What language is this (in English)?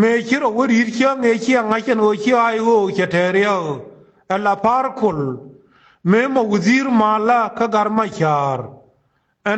Nuer